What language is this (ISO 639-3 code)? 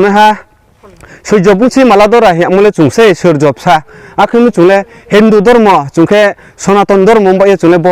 ria